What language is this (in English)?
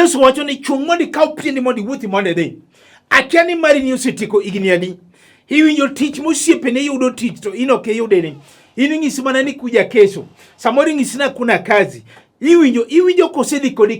Luo (Kenya and Tanzania)